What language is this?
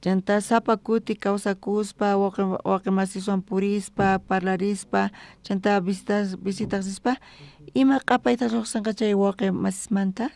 South Bolivian Quechua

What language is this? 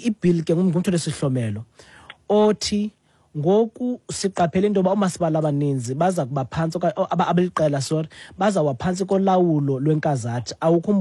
Xhosa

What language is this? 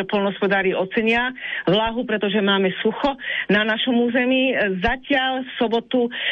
Slovak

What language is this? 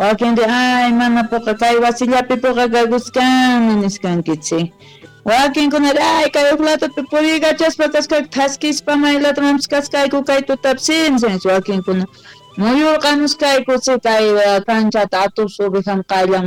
South Bolivian Quechua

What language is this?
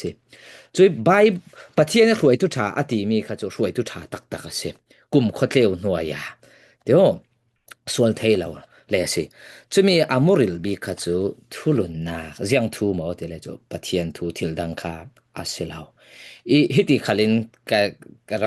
Falam Chin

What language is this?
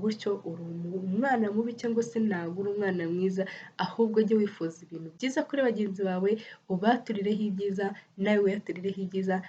Kinyarwanda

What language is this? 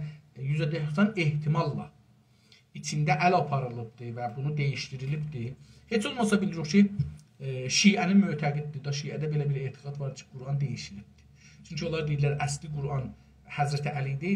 South Azerbaijani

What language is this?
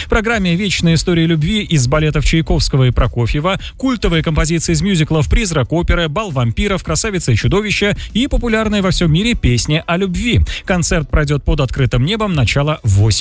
Russian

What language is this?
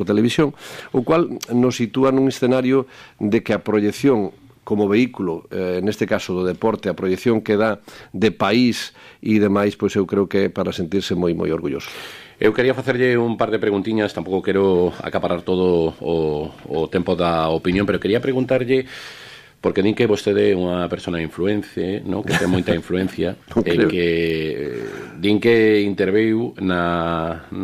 Galician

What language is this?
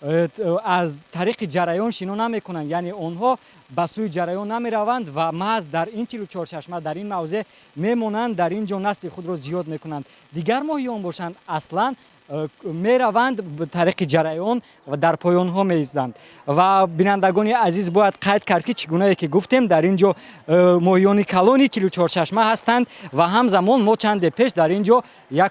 Tajik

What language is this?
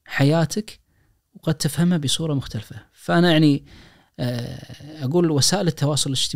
Najdi Arabic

